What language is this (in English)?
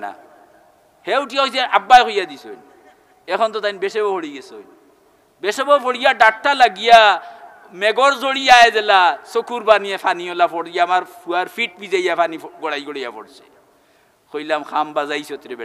Sylheti